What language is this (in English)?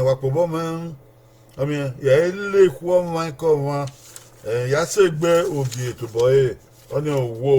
Bini